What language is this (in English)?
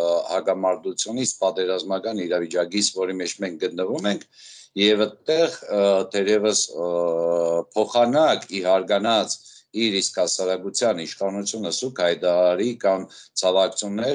Armenian